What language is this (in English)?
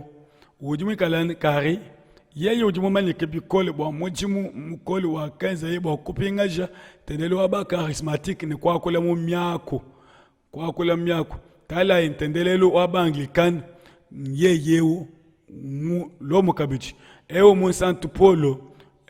Luba-Lulua